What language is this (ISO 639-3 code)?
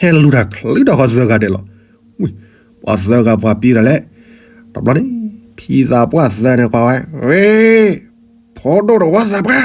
ksw